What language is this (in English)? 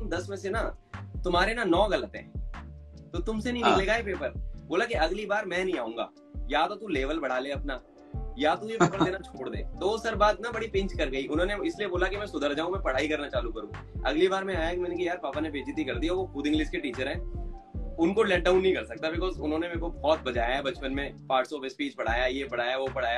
Hindi